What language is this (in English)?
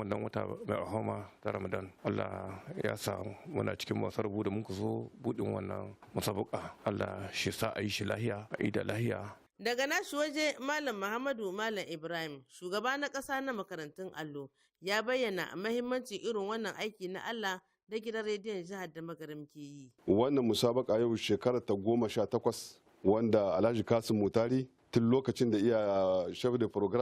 Hausa